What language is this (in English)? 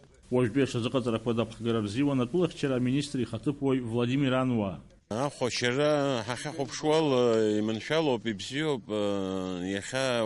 Abkhazian